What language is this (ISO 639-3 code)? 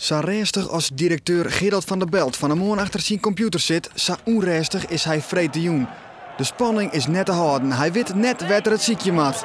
fry